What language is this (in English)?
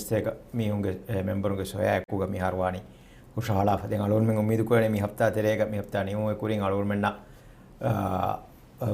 Divehi